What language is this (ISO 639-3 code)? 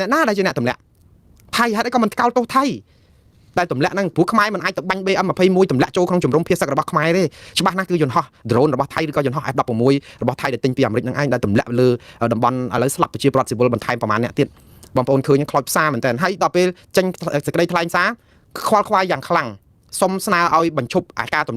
khm